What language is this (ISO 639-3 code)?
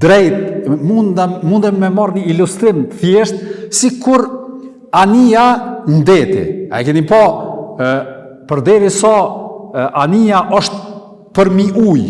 sqi